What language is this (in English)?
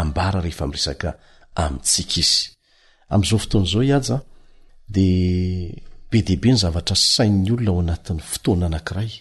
Malagasy